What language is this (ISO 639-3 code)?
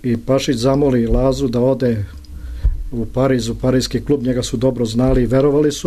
srp